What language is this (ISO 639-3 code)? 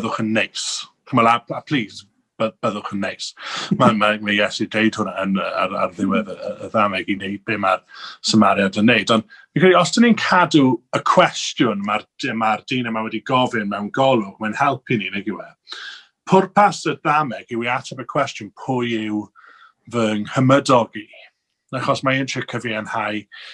cym